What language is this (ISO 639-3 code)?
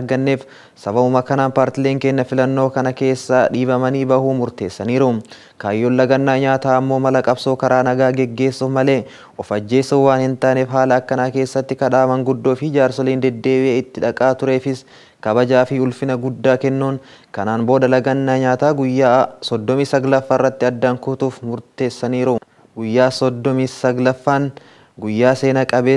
orm